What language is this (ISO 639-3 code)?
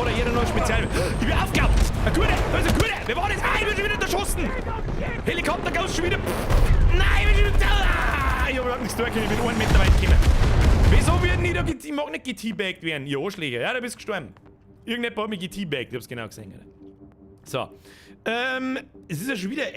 bar